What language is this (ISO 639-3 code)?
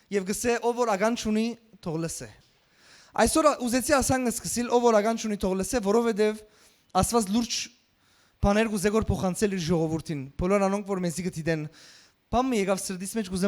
hyw